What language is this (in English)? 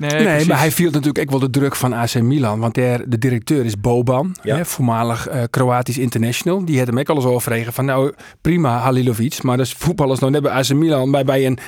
Western Frisian